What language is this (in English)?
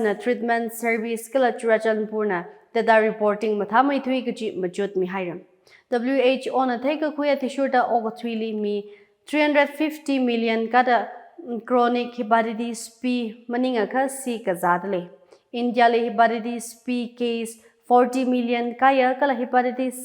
Tangkhul Naga (India)